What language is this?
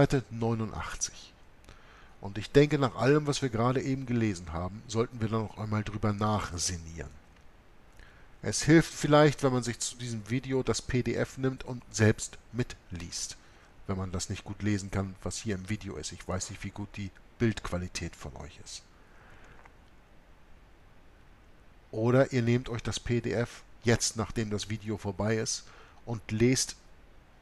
German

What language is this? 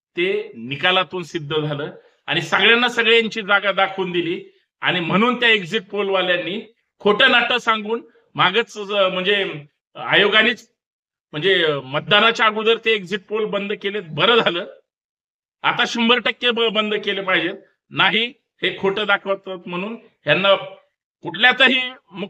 Marathi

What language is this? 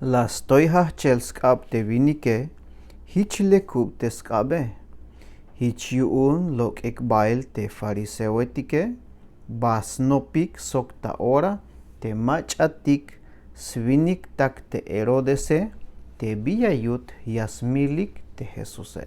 Tzeltal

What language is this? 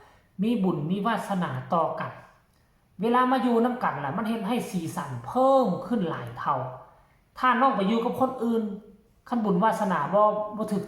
Northeastern Thai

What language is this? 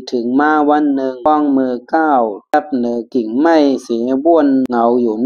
Shan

